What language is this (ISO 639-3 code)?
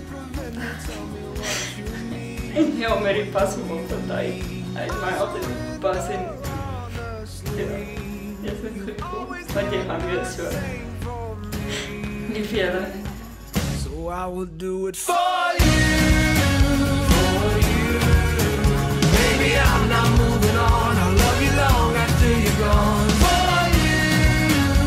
afr